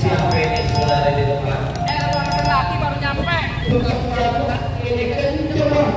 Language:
Betawi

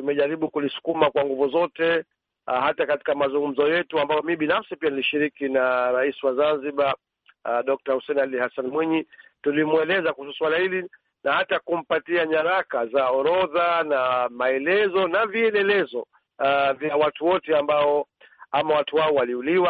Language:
Swahili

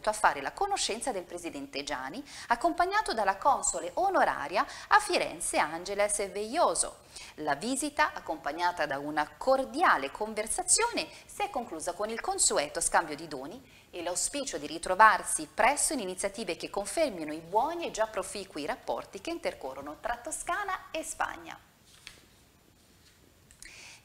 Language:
Italian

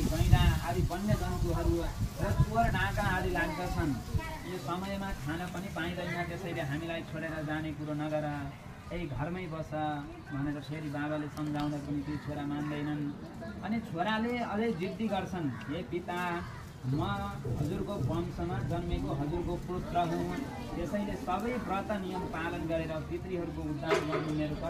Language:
Nepali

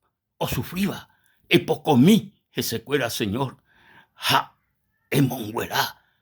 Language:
Guarani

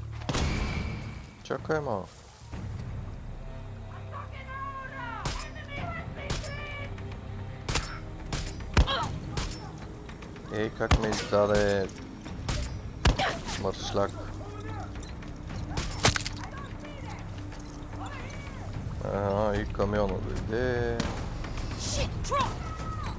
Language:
Bulgarian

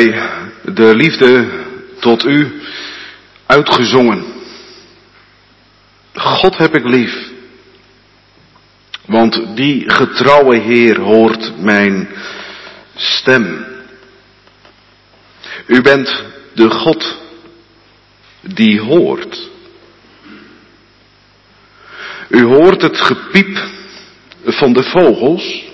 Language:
Dutch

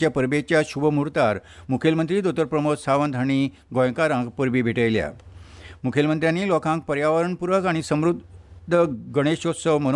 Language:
Konkani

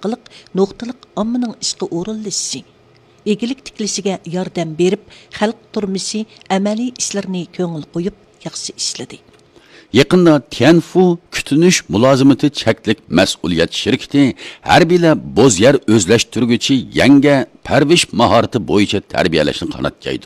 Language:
Uyghur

